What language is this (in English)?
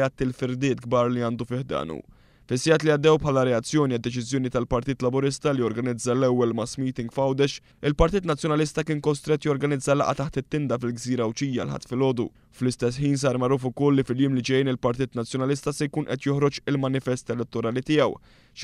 Maltese